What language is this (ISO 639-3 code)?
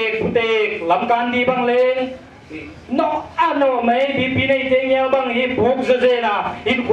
pck